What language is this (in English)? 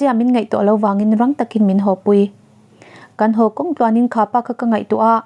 Mizo